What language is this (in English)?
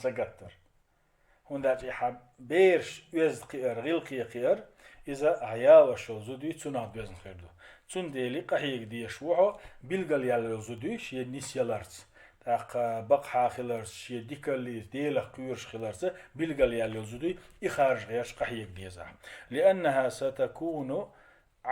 Chechen